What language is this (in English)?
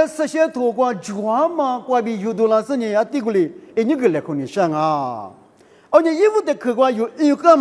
Lisu